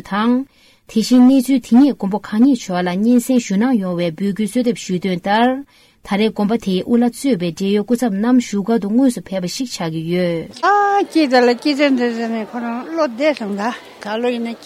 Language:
Tibetan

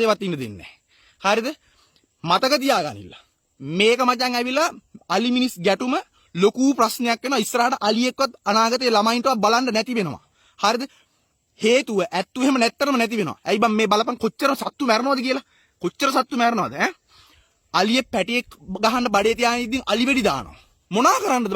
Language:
Sinhala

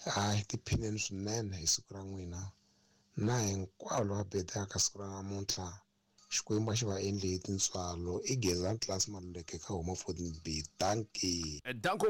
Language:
Tsonga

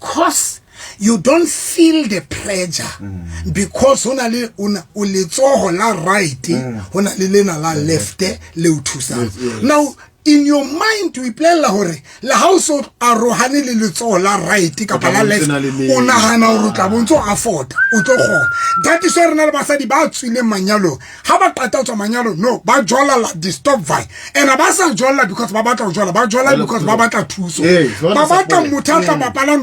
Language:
Southern Sotho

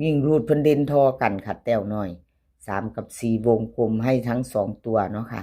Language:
Northeastern Thai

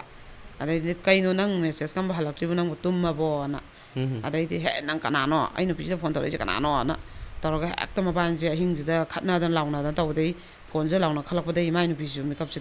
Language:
Manipuri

